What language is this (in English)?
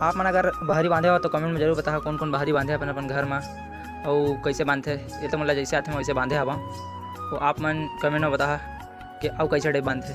Chhattisgarhi